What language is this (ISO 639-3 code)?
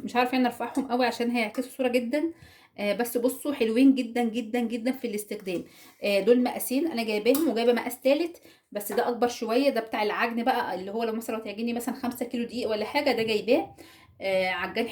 arz